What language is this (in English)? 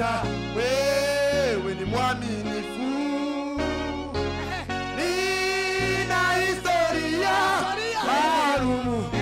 Swahili